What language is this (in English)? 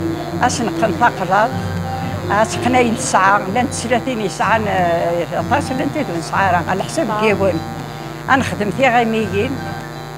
Kabyle